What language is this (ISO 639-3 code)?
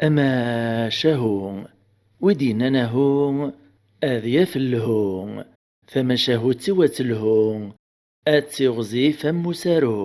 kab